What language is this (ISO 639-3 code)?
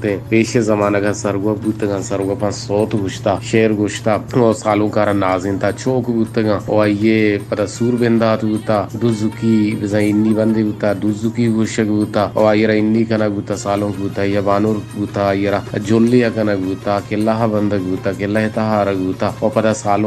bal